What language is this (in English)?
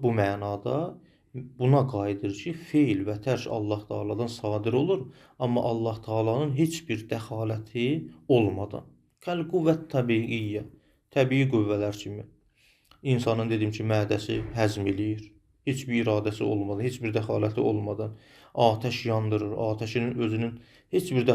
Azerbaijani